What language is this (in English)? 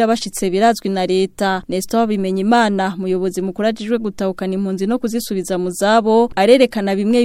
Rundi